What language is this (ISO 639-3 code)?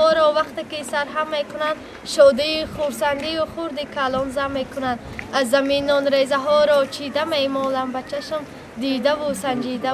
tgk